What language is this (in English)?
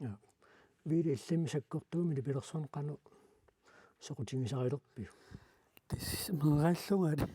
Kalaallisut